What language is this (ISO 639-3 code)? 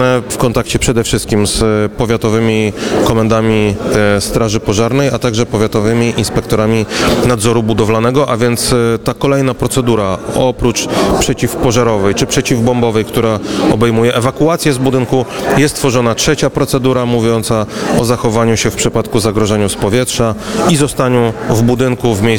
pol